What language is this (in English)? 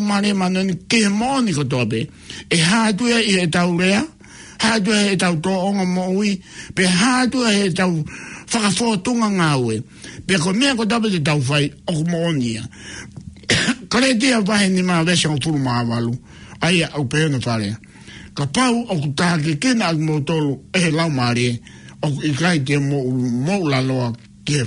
Tongan